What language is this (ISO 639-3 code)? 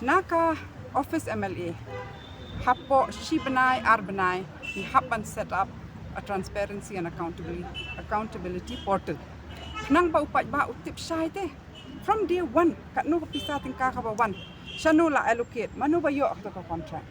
kha